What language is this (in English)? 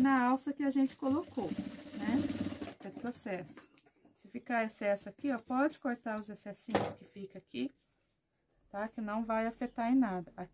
Portuguese